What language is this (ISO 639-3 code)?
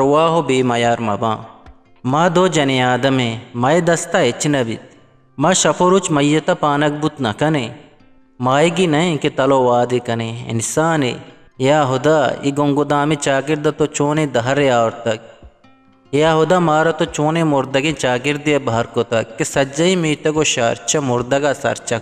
bgp